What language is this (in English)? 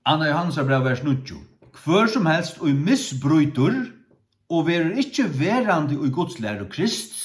Faroese